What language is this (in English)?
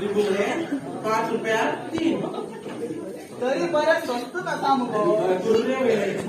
Konkani